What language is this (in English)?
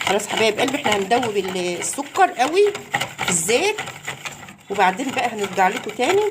Egyptian Arabic